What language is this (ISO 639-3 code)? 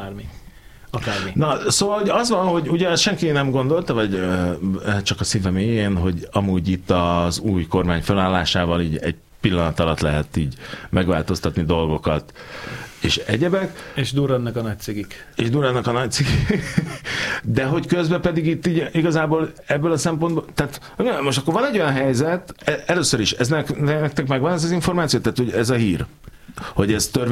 hun